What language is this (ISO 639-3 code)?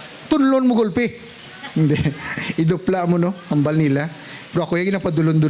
hil